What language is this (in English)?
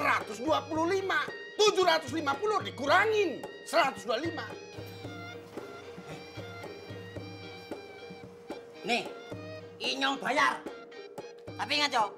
Indonesian